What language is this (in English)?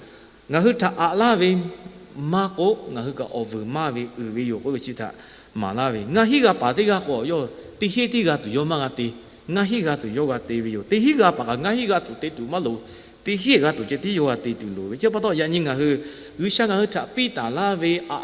Lahu